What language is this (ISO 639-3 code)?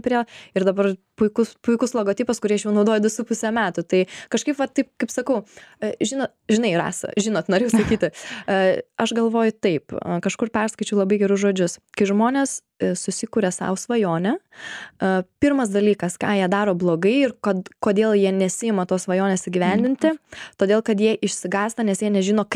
lit